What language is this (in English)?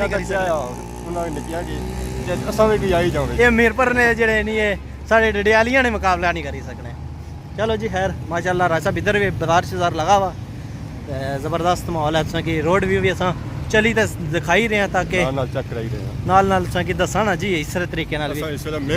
Pahari-Potwari